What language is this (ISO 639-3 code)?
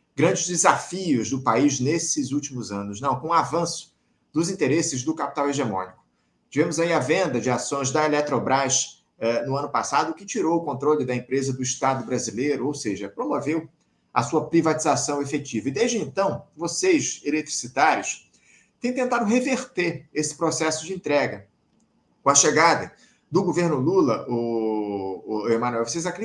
por